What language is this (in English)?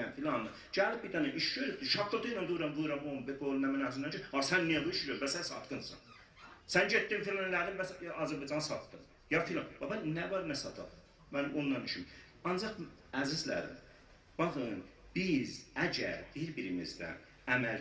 South Azerbaijani